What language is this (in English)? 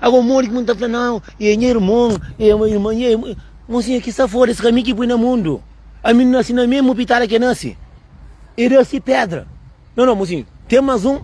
Kabuverdianu